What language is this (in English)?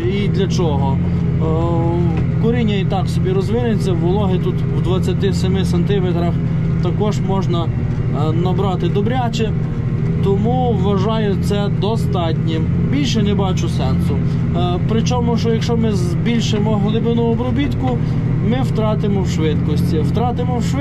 Ukrainian